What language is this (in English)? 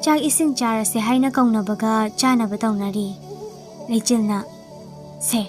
Manipuri